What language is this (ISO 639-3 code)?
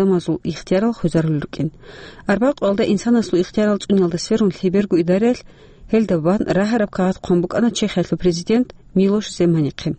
ava